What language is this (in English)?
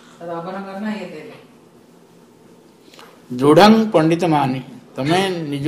Odia